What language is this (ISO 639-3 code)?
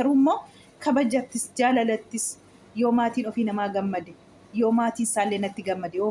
orm